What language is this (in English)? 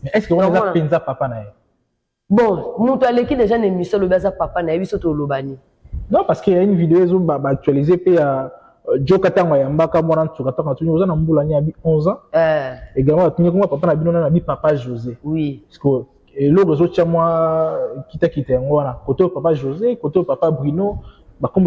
Lingala